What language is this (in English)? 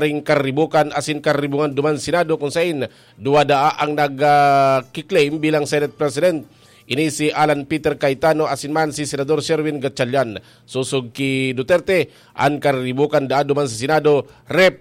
Bikol